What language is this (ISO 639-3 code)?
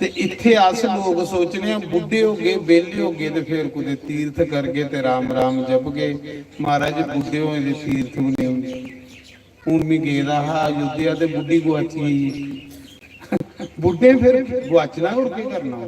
doi